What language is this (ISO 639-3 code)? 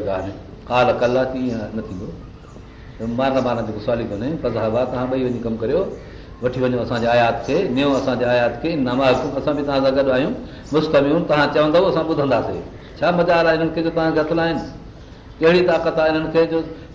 snd